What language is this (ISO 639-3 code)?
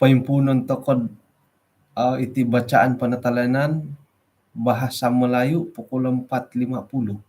dtp